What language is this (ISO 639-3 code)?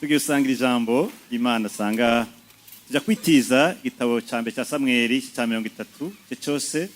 run